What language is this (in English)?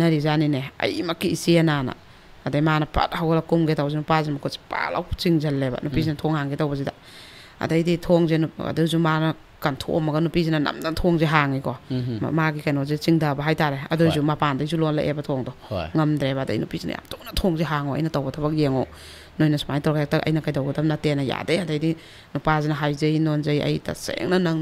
Manipuri